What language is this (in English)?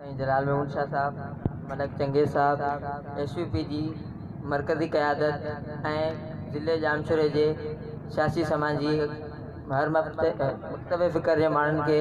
Sindhi